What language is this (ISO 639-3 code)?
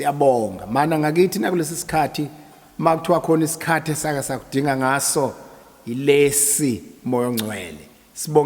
zul